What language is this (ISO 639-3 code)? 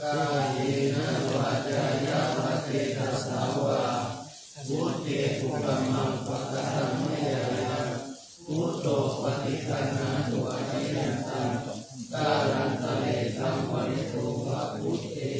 pli